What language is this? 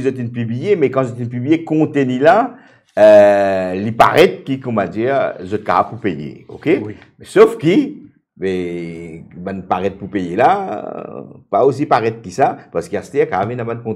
Morisyen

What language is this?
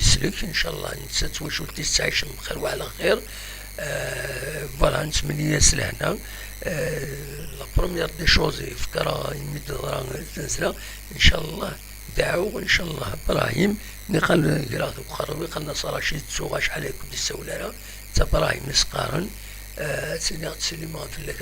Kabyle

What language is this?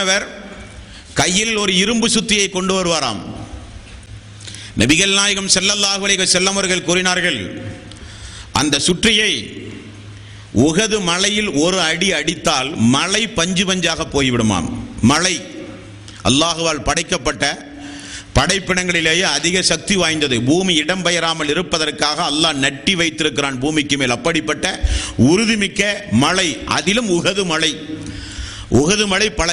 Tamil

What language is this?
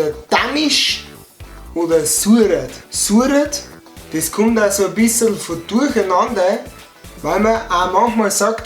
Bavarian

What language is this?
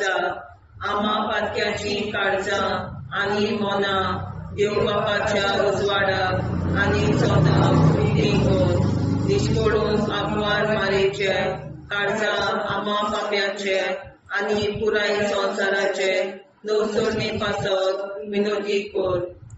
Konkani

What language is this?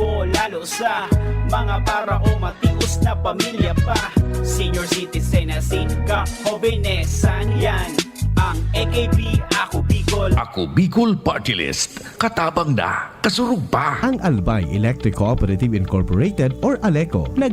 Bikol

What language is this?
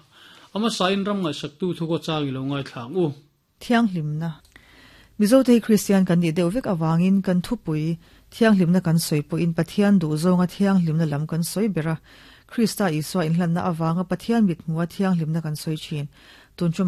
Mizo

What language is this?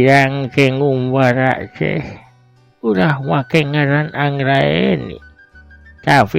Sundanese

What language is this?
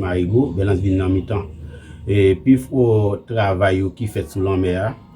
Haitian Creole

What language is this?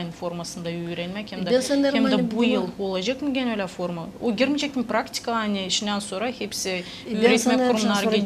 Gagauz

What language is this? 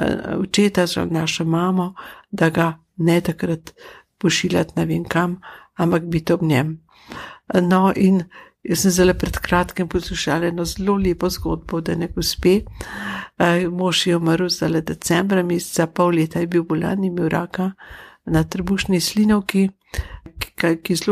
Slovenian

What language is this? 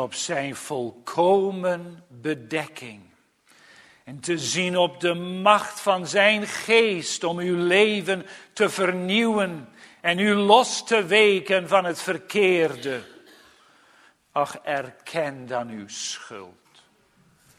Dutch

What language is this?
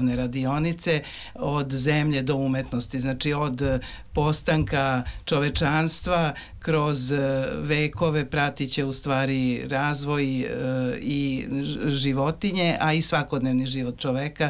Serbian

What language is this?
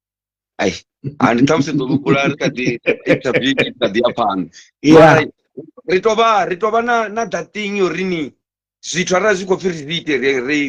Venda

